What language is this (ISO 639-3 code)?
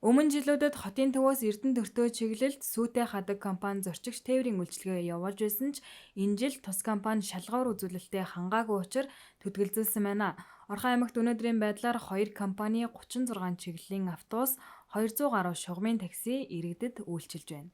mon